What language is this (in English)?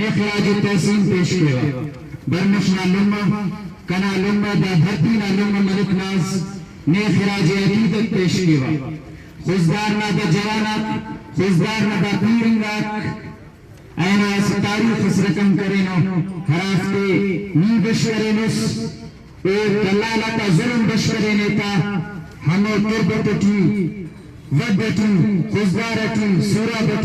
Brahui